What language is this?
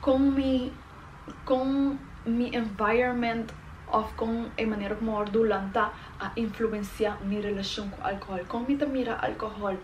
Papiamento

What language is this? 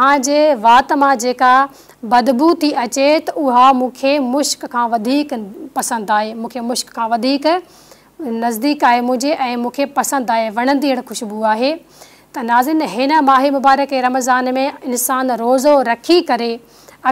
Sindhi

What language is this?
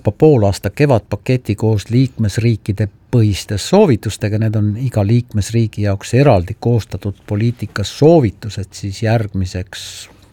Estonian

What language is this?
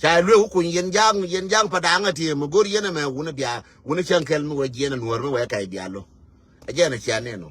Nuer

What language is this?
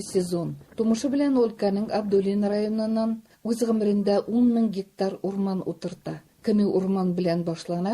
Tatar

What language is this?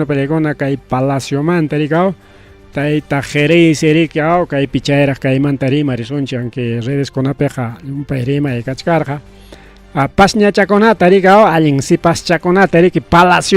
Ayacucho Quechua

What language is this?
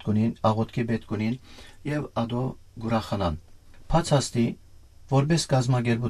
Western Armenian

